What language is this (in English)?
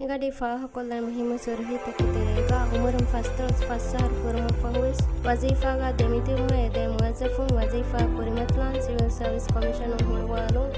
Divehi